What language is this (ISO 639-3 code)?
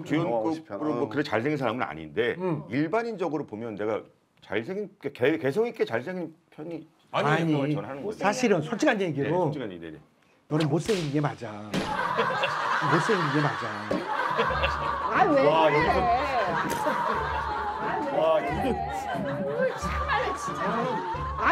kor